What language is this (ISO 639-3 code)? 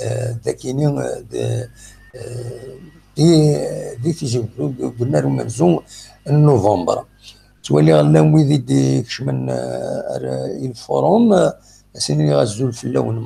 kab